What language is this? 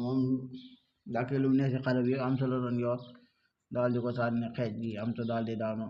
Wolof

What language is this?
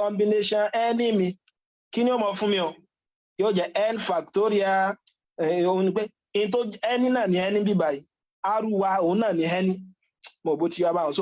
Yoruba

